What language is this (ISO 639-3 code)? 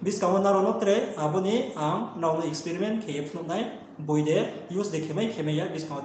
ria